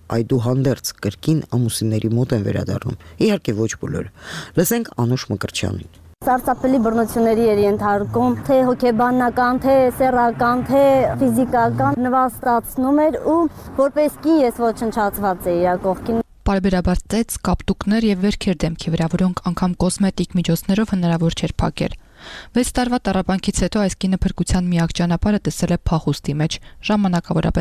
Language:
Armenian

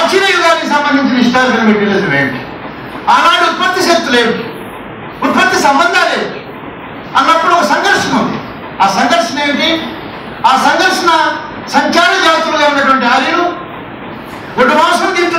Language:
Telugu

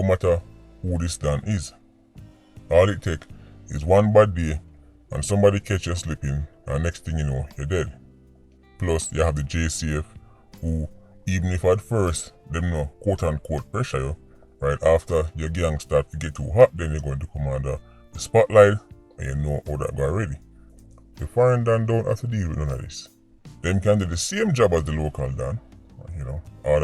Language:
Jamaican Creole English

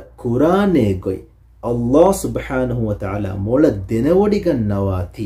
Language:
Divehi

